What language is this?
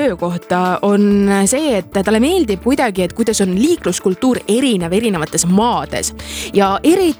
Estonian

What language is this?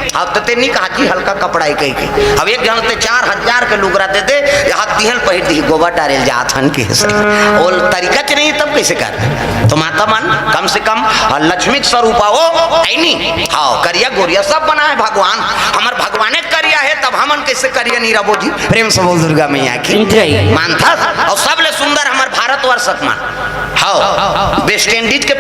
Chhattisgarhi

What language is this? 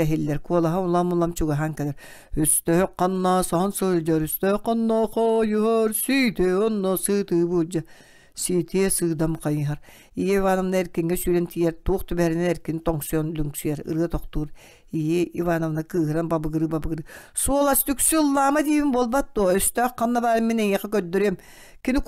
Yakut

